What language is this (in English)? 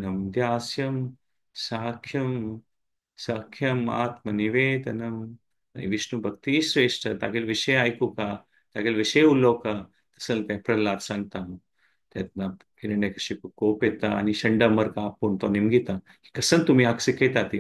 Konkani